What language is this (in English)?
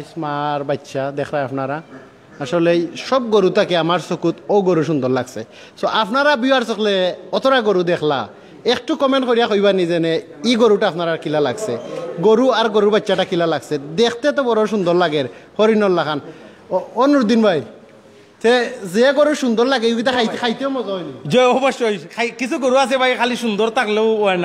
Sylheti